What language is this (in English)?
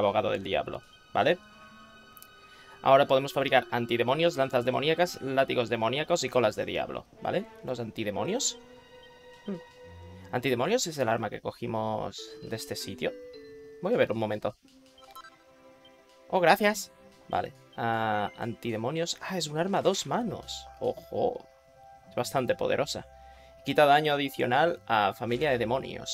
Spanish